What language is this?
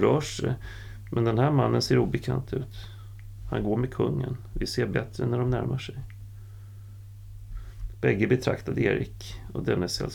Swedish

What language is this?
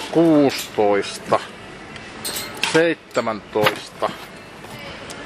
Finnish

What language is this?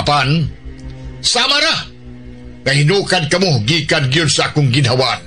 Cebuano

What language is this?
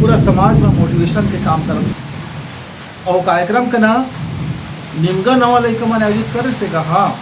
Chhattisgarhi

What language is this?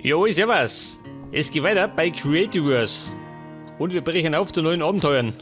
Bavarian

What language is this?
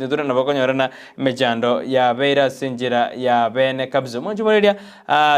Gusii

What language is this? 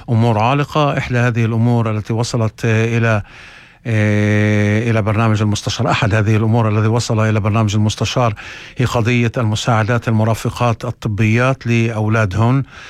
North Levantine Arabic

